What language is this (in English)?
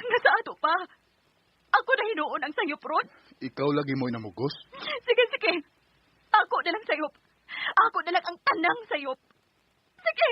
Cebuano